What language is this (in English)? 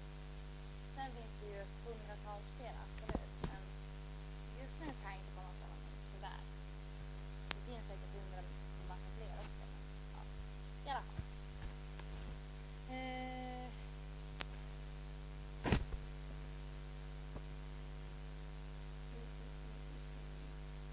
Swedish